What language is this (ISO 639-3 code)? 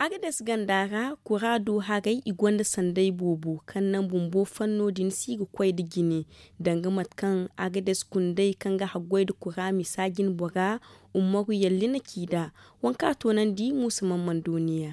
dje